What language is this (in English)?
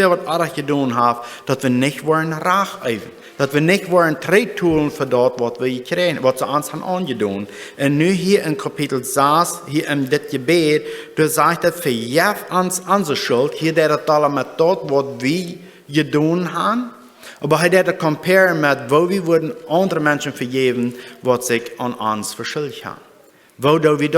Plautdietsch